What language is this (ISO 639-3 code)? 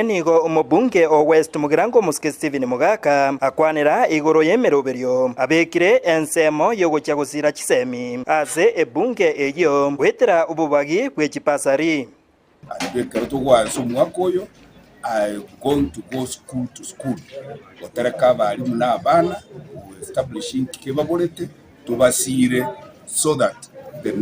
guz